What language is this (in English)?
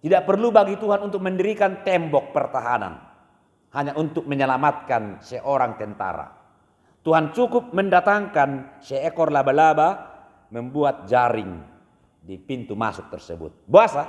Batak Toba